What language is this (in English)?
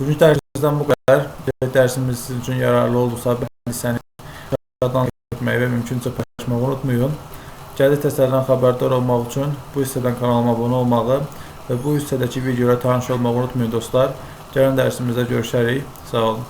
Azerbaijani